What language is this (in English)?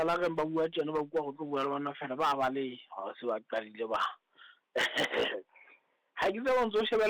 Southern Sotho